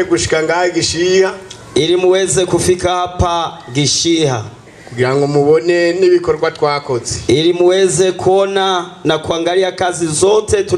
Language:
Rundi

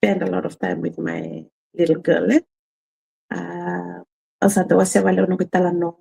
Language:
Fijian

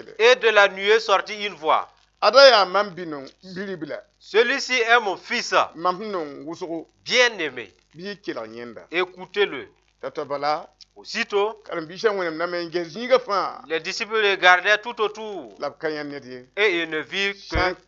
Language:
Mossi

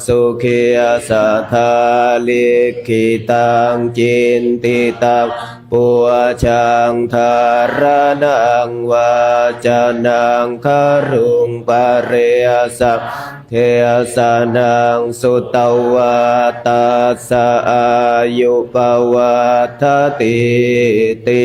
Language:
Pali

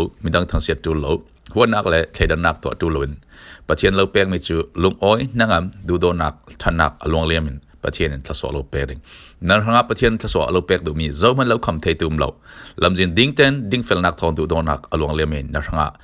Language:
Falam Chin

